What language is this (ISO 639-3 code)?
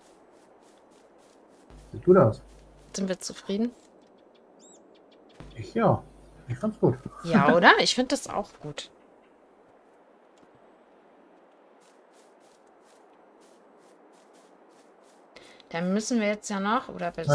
deu